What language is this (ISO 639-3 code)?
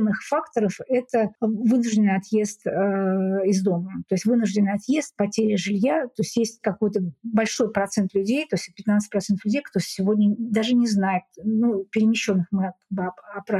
rus